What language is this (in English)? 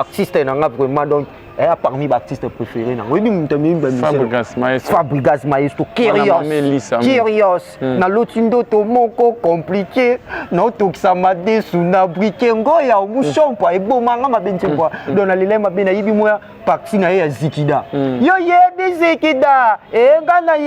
Lingala